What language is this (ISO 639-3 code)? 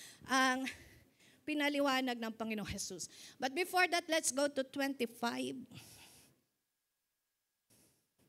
fil